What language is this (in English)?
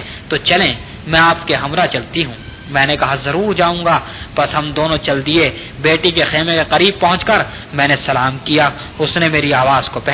Urdu